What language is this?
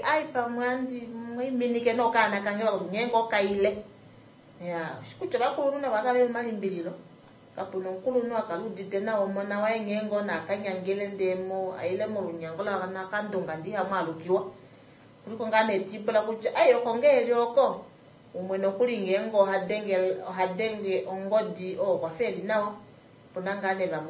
Kuanyama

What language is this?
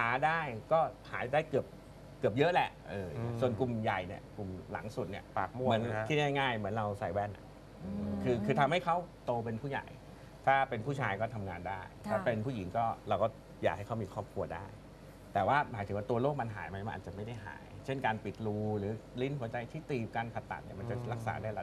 Thai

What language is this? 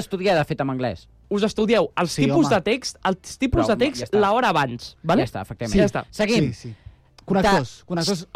Catalan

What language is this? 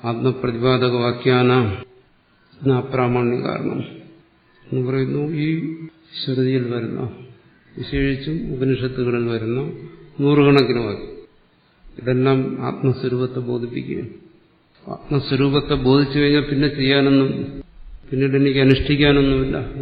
Malayalam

